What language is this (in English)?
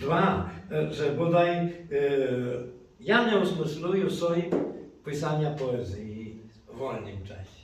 Rusyn